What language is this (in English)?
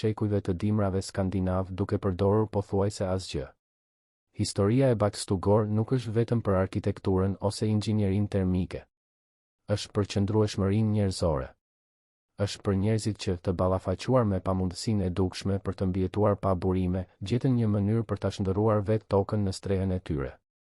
Albanian